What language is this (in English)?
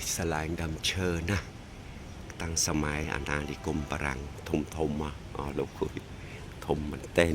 Khmer